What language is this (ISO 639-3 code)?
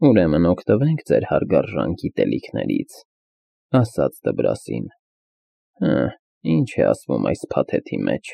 hye